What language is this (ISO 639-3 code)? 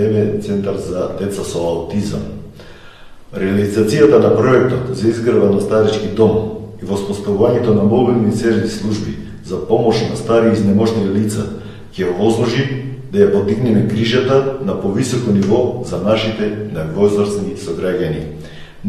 mkd